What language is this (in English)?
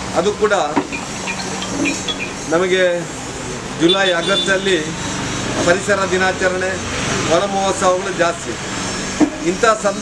Kannada